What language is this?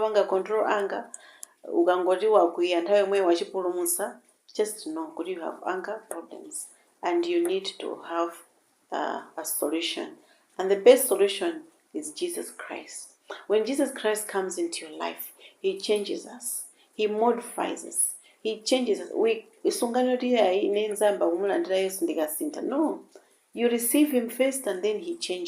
Nyanja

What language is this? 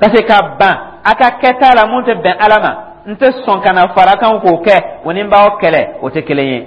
Dyula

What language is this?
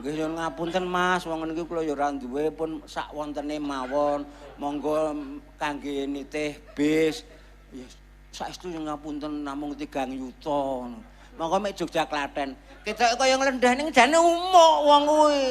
Javanese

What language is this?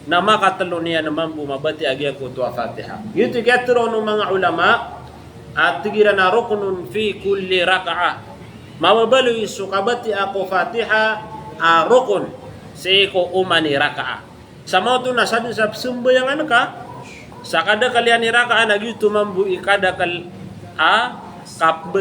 Maranao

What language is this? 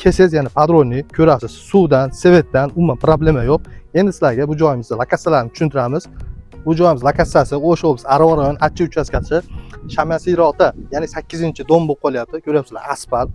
Uzbek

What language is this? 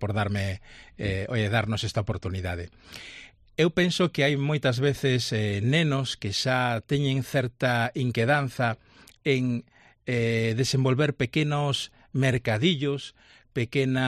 Galician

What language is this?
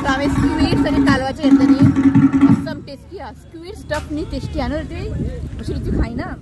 Konkani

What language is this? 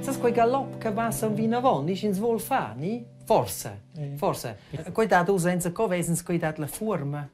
Romansh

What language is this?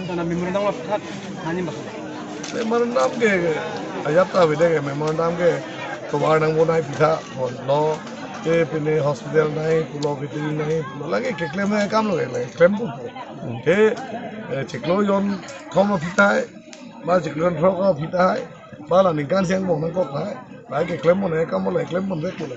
Karbi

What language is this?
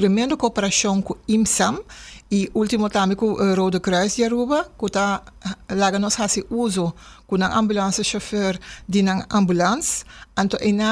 Papiamento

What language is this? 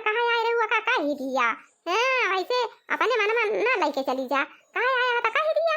Awadhi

